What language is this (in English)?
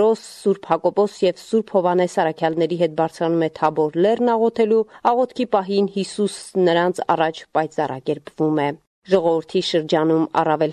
Armenian